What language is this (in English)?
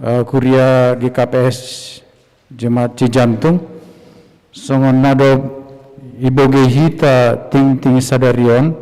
Batak Simalungun